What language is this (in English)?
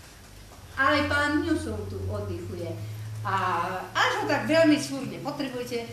Slovak